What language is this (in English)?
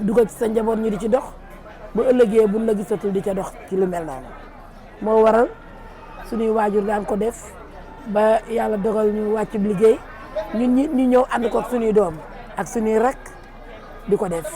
Wolof